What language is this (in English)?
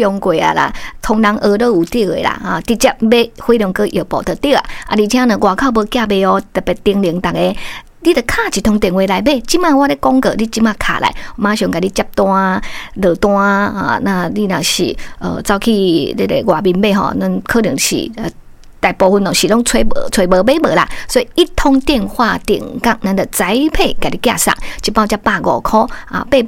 Min Nan Chinese